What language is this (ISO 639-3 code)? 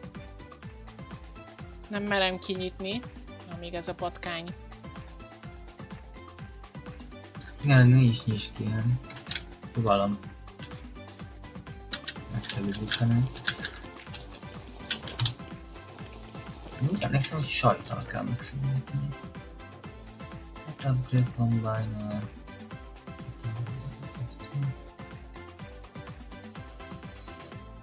hun